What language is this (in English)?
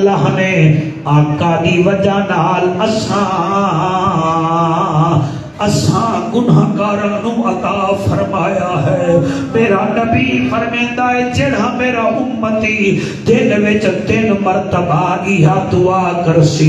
Saraiki